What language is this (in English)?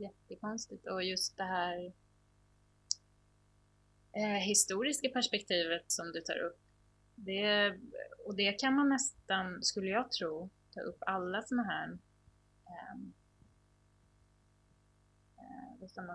Swedish